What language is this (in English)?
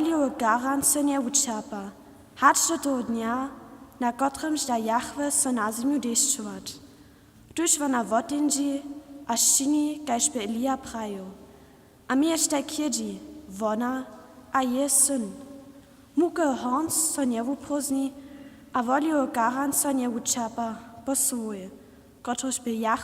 Upper Sorbian